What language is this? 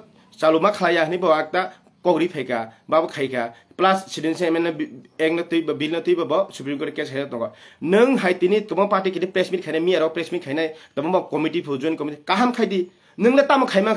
Kok Borok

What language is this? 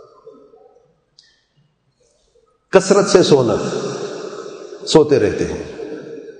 Urdu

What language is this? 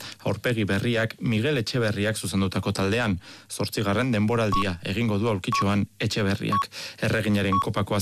Basque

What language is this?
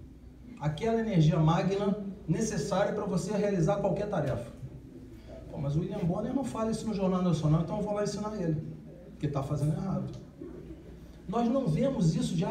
Portuguese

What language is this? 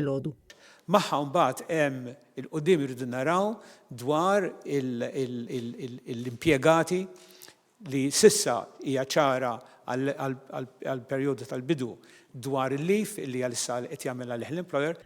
Maltese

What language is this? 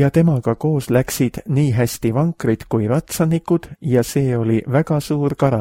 Estonian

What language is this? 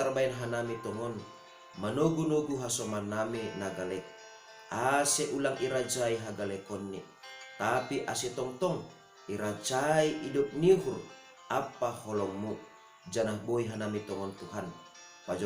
Batak Simalungun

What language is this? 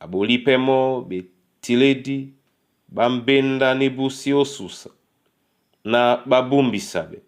Duala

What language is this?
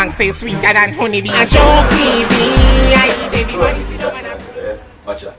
Jamaican Creole English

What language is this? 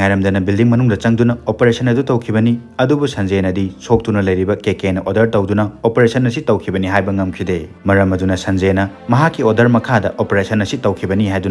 Manipuri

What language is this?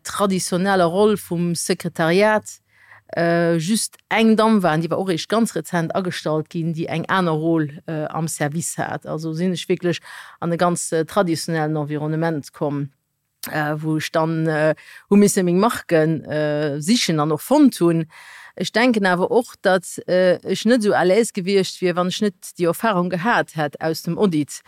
Luxembourgish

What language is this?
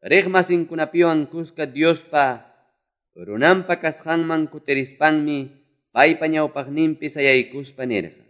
Quechua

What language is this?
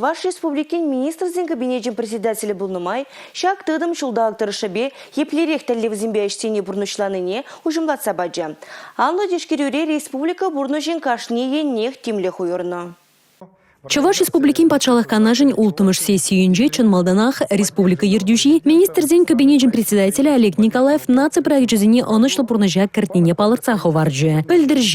Chuvash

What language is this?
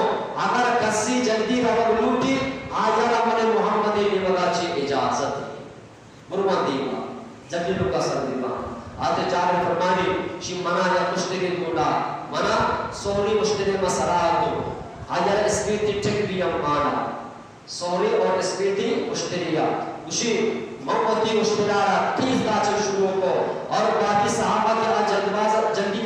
Eastern Balochi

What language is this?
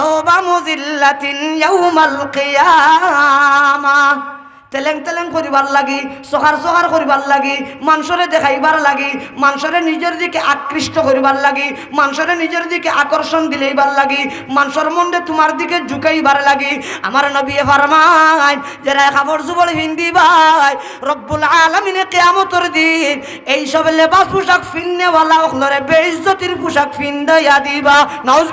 Sylheti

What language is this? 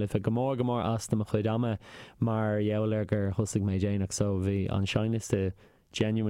Irish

